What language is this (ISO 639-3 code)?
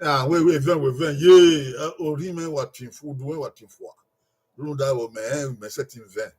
bin